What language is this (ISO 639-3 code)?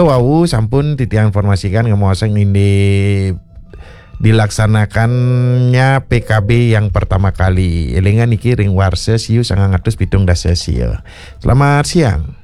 ban